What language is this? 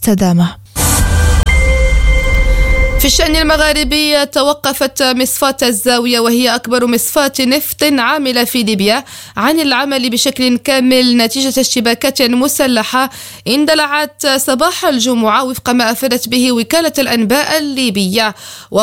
Arabic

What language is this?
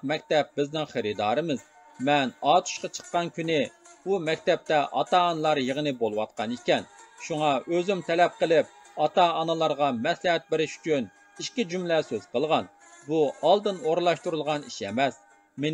Uyghur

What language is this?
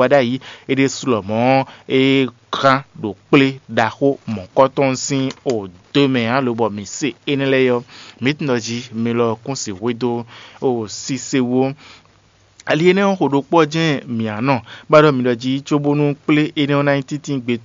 Fon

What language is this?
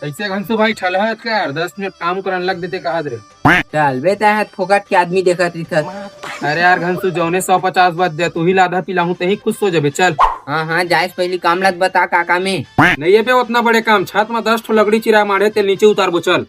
Chhattisgarhi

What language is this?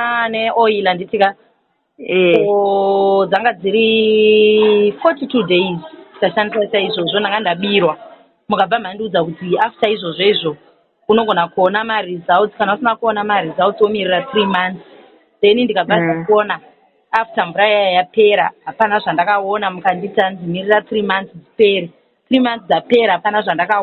Shona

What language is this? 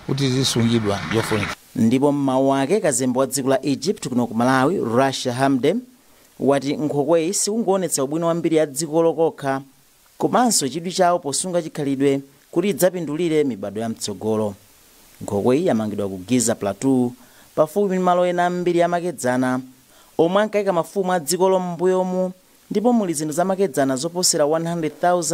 Nyanja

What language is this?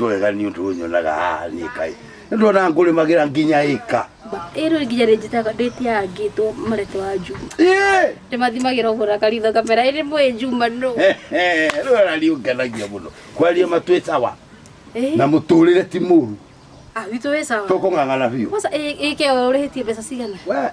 Kikuyu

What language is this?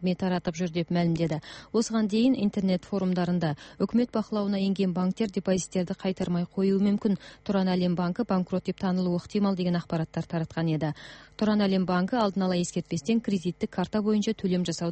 Kazakh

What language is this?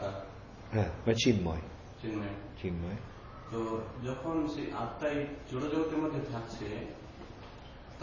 Bangla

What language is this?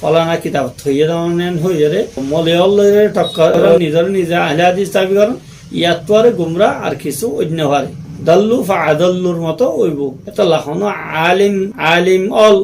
Rohingya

